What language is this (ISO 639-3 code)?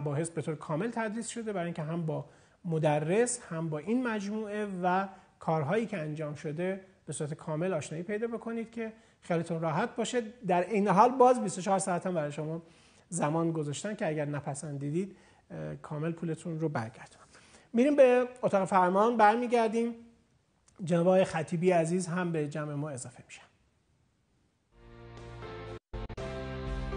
fas